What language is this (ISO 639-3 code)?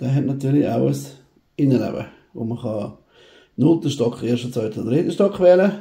gsw